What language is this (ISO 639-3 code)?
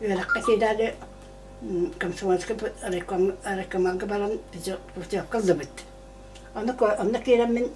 sah